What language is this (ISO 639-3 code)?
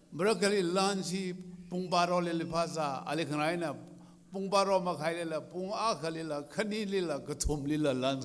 nmf